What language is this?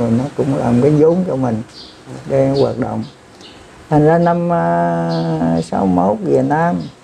Vietnamese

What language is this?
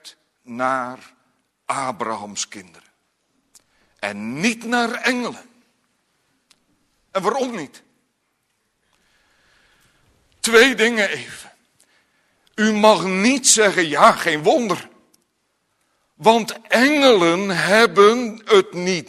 Dutch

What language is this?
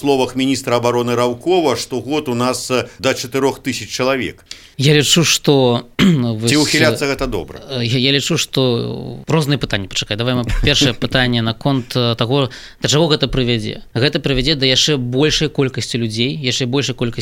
Belarusian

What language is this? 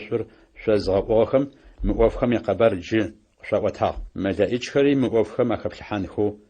Adyghe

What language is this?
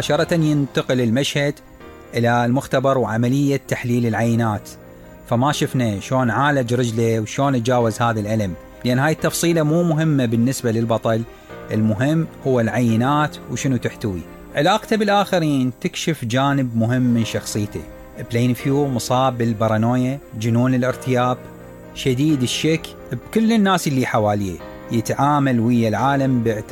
Mesopotamian Arabic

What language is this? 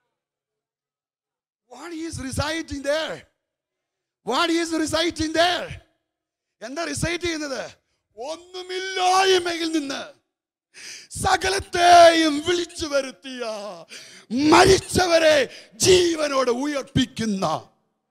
Malayalam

